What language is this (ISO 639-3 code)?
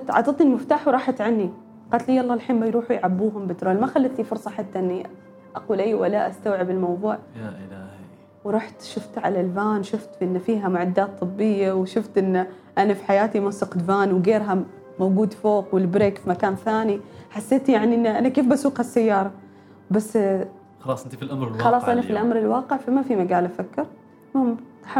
afb